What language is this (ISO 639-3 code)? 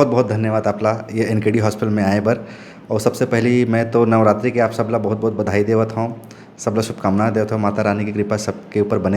hne